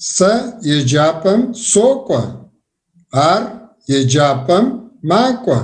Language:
Kabardian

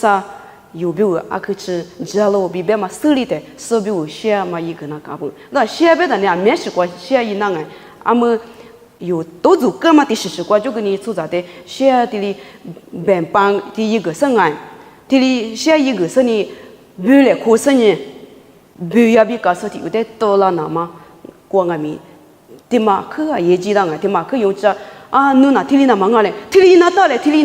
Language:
Lisu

